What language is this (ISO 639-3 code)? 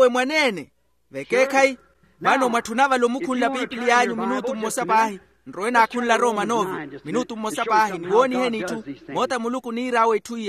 vmw